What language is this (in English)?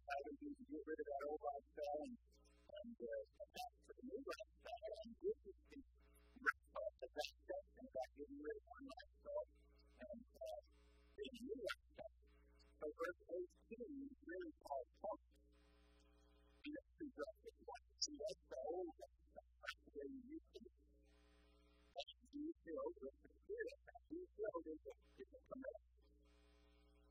English